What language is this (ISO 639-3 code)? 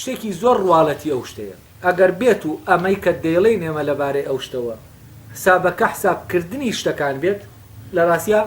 ckb